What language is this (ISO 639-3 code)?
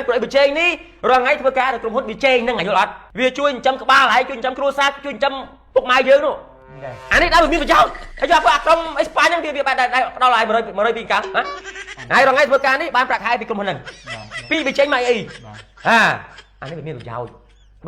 khm